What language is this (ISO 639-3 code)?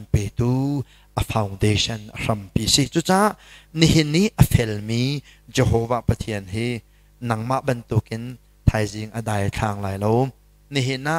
cnh